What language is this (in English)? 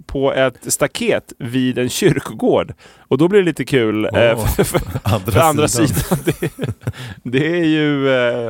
Swedish